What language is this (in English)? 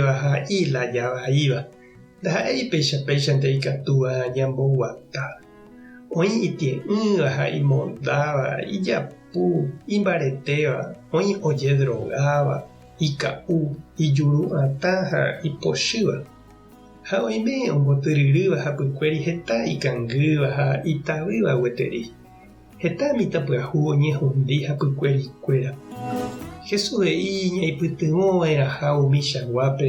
Guarani